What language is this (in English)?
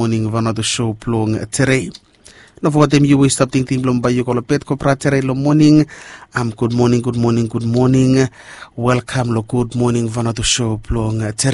Bislama